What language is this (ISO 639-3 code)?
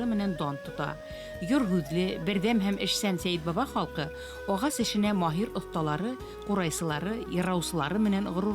bak